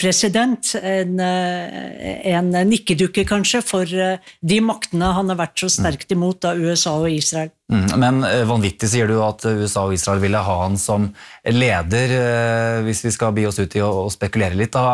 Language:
Norwegian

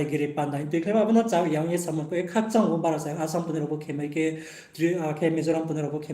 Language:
Riang (India)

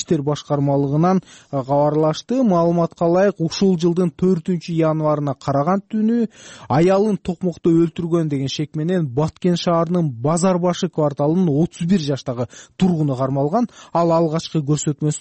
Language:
Kyrgyz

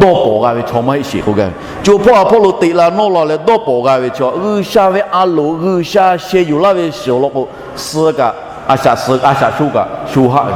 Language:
Lahu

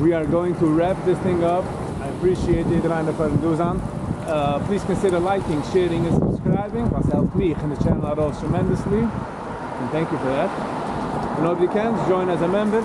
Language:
Yiddish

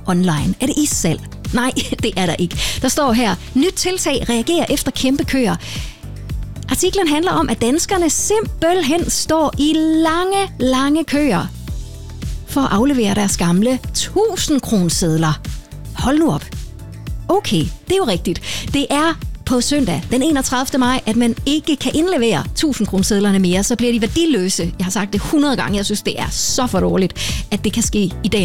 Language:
Danish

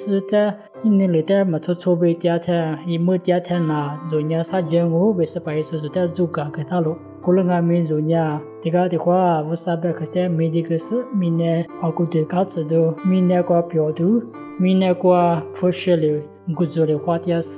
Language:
Lisu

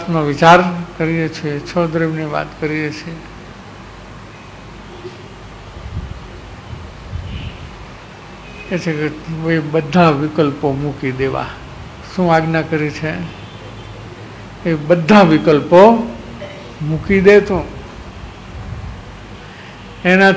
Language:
Gujarati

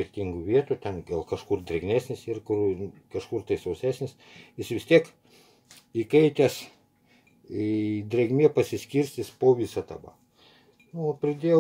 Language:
Lithuanian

